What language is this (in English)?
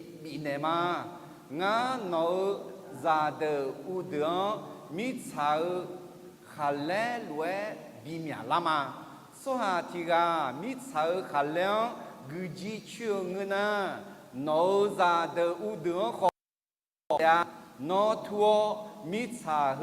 Akha